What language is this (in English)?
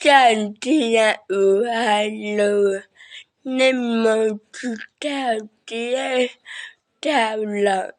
Hmong